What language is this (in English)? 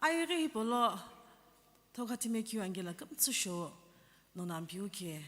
Sumi Naga